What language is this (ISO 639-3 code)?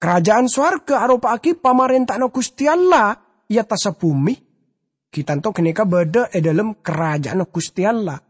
mad